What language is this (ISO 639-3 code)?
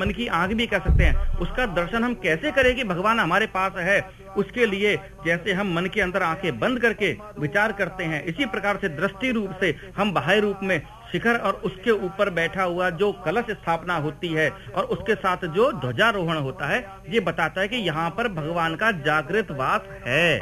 hin